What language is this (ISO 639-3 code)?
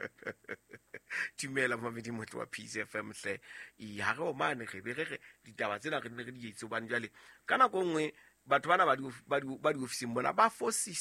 sot